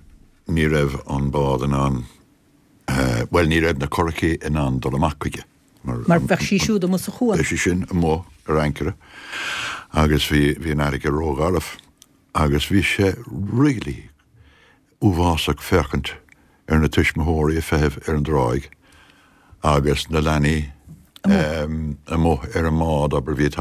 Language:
Irish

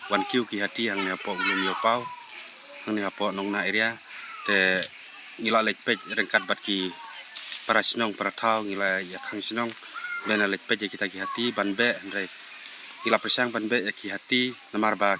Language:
Khasi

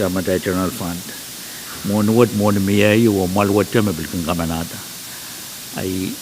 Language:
Pohnpeian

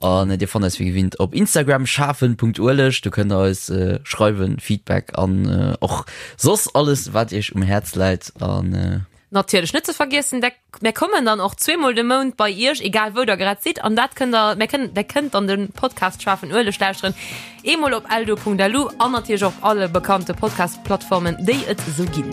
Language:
Luxembourgish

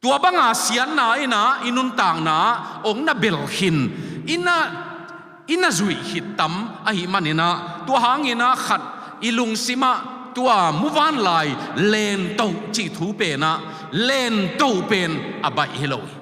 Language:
Tedim Chin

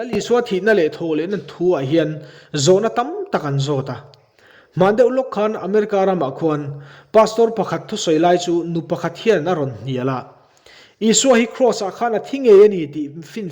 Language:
Mizo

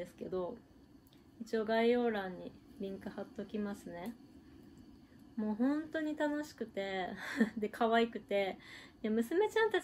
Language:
Japanese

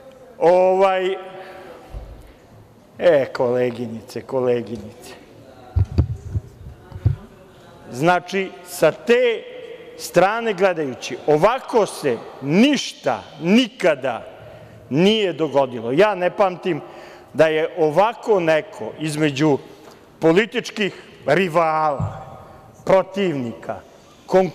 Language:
Serbian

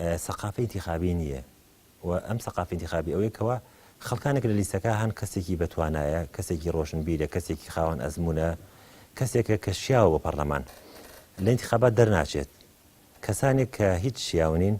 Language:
Central Kurdish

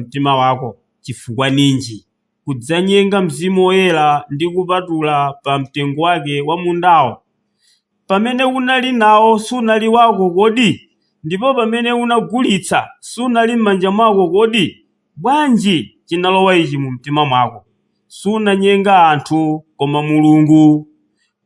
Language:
Nyanja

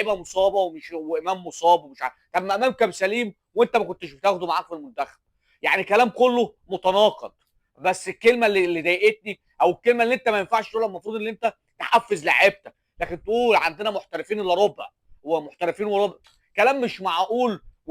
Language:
Egyptian Arabic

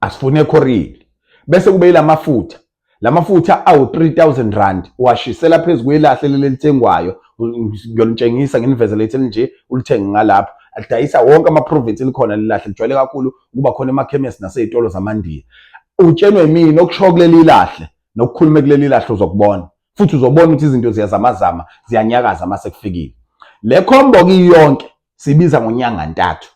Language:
Zulu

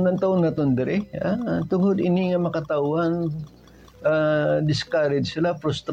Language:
Hiligaynon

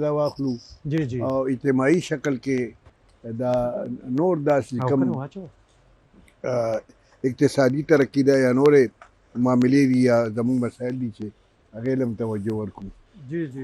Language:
Pashto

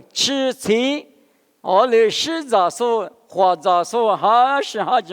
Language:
Lisu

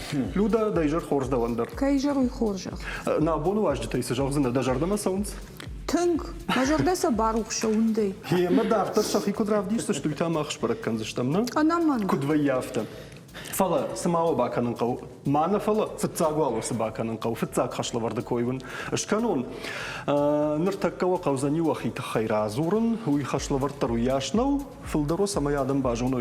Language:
Ossetic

